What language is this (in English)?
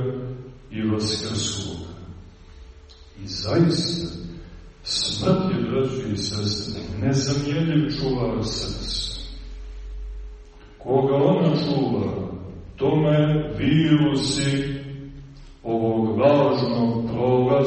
Serbian